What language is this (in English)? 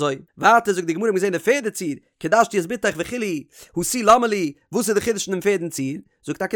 Yiddish